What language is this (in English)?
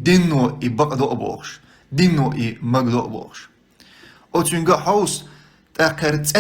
Chechen